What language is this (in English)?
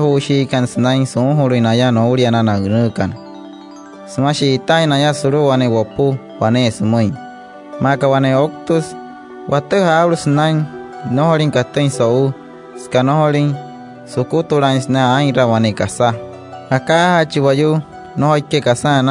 Wayuu